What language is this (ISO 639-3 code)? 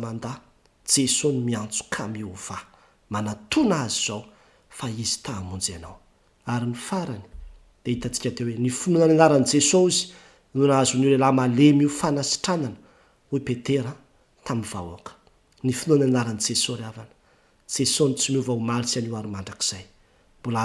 mlg